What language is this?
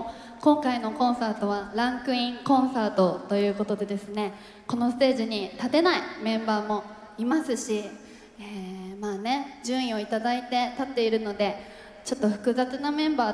Japanese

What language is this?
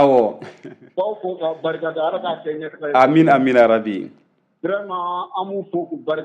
Bambara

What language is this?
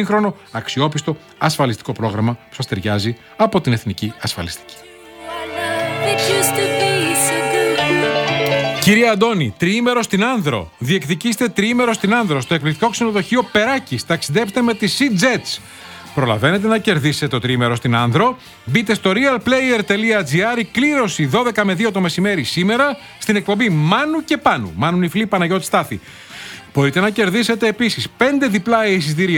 Greek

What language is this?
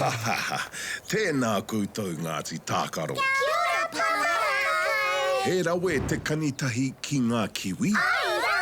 Māori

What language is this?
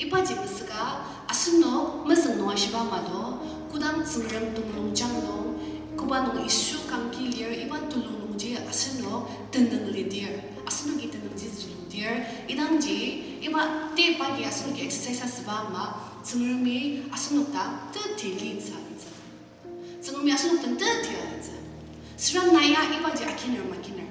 Ao Naga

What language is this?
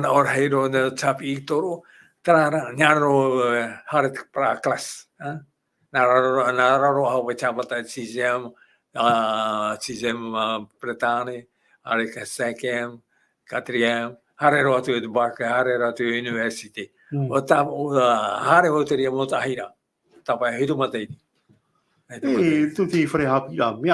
Tahitian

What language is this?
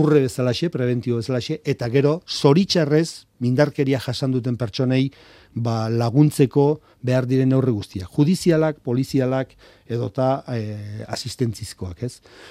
Basque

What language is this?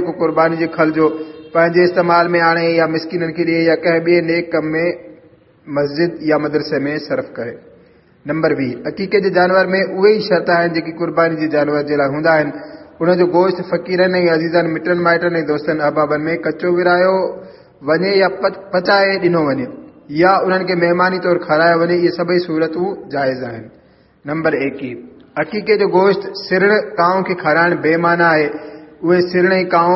Sindhi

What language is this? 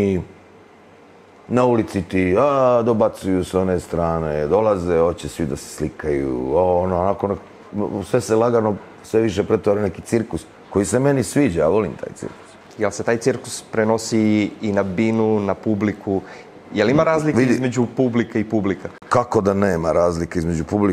Serbian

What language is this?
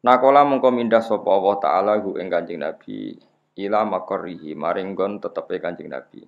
Javanese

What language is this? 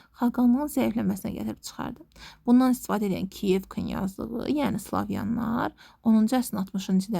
Azerbaijani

